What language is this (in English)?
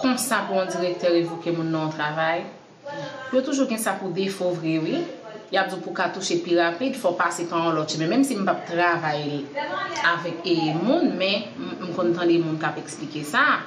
Haitian Creole